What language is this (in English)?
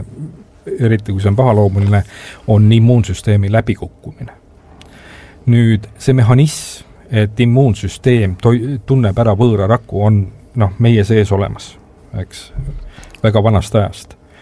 Estonian